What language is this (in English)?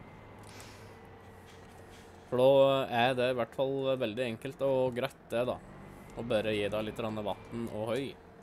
Norwegian